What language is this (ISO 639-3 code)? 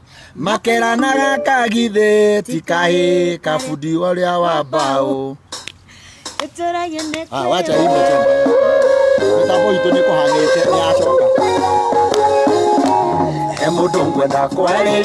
kik